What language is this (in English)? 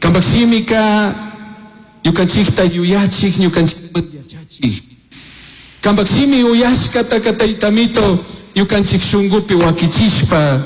Chimborazo Highland Quichua